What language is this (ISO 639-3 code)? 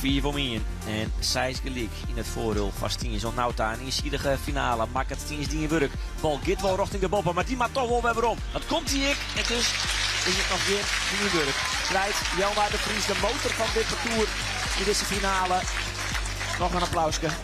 fry